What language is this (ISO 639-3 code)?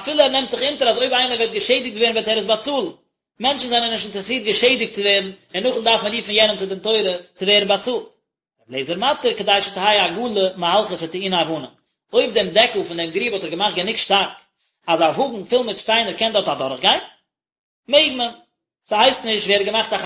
yid